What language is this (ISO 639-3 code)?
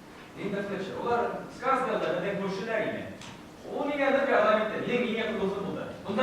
bak